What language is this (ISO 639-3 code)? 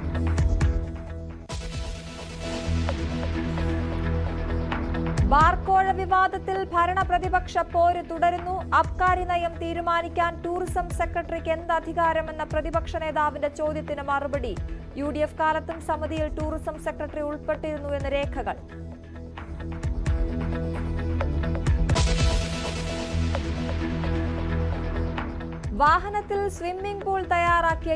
mal